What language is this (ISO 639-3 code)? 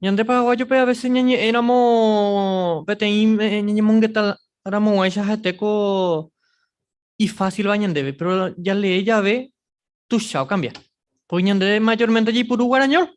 grn